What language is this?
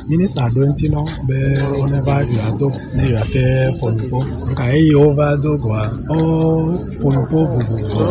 Gen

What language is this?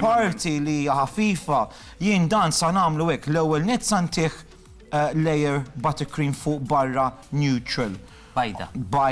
Maltese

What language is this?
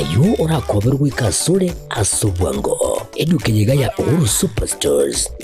Gusii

